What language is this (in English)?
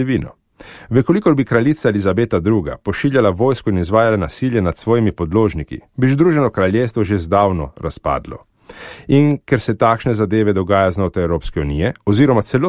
Slovenian